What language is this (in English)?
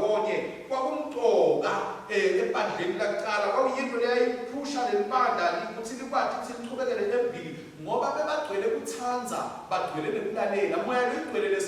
Swati